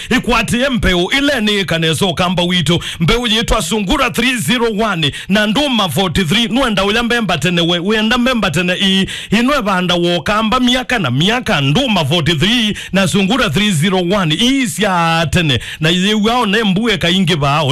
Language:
Kamba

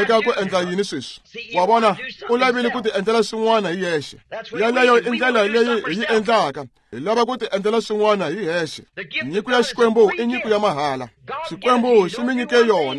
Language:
Tsonga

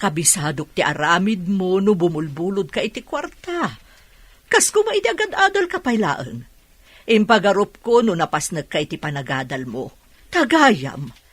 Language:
Iloko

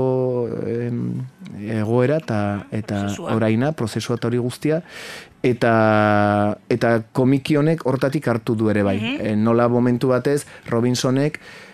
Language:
Basque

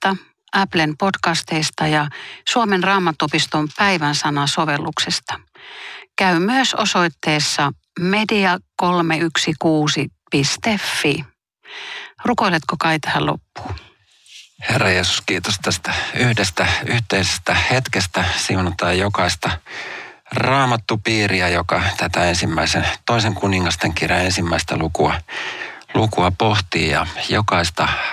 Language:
Finnish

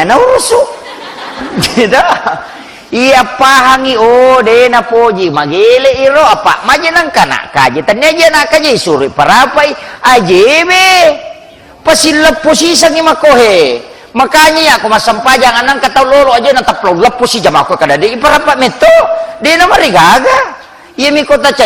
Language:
Buginese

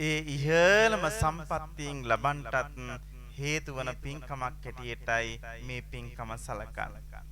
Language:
Sinhala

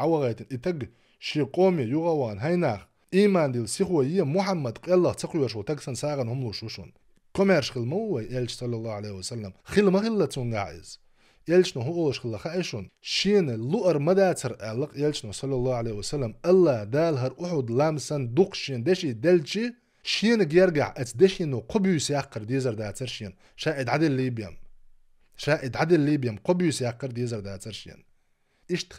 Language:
Chechen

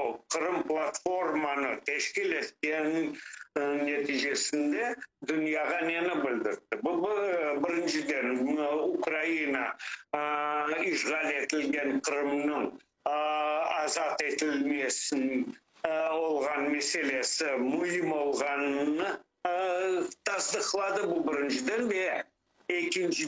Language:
Crimean Tatar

